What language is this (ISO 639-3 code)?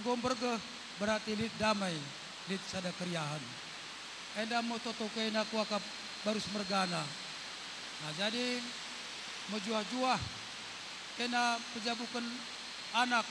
btx